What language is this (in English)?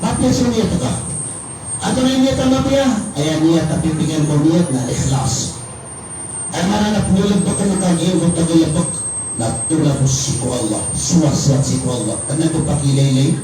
Maranao